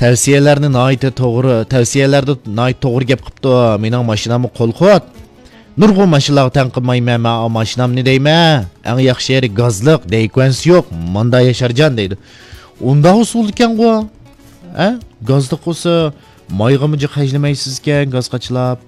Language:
Uyghur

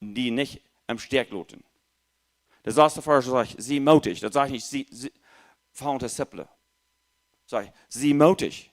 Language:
Plautdietsch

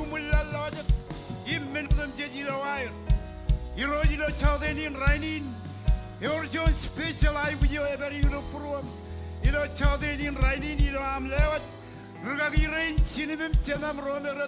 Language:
Marshallese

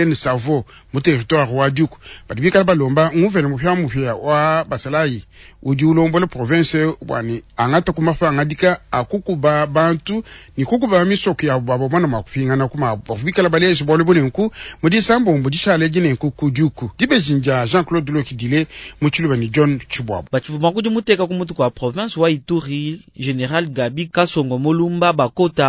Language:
Luba-Lulua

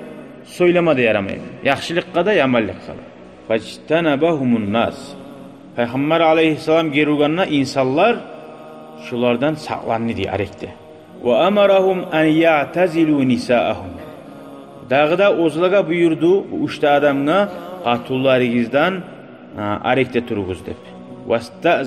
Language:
Kumyk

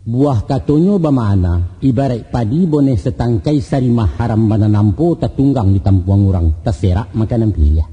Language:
Minangkabau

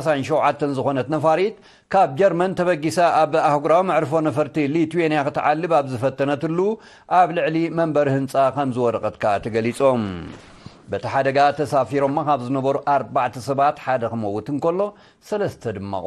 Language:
Tigrinya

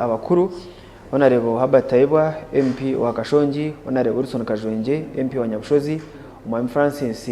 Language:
Nyankole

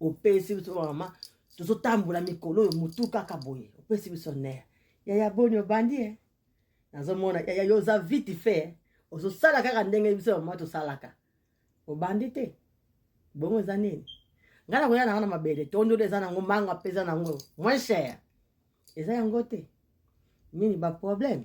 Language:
Lingala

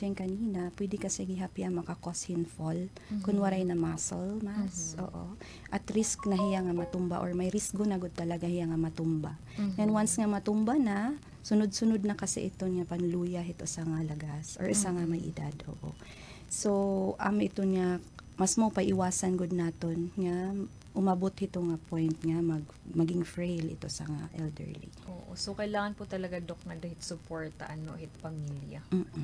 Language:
Waray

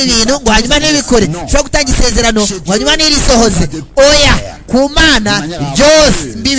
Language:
Kinyarwanda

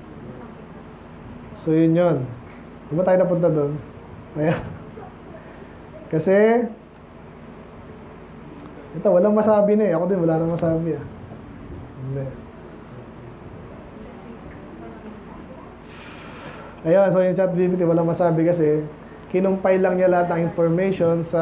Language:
Filipino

